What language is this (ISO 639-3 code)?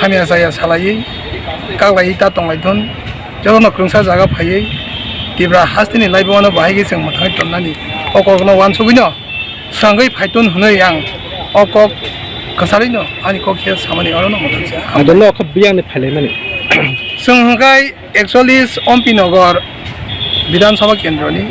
trp